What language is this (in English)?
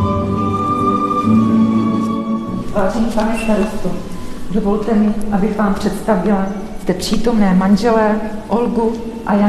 Czech